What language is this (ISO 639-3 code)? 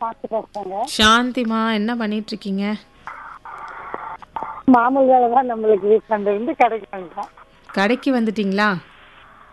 tam